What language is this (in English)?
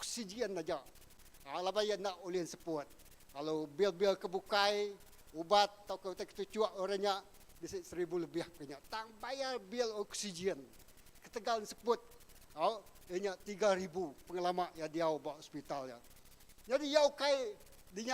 Iban